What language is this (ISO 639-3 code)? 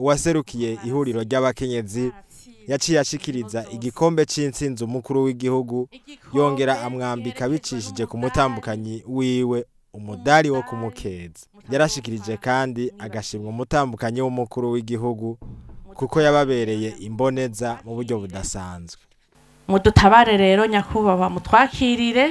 run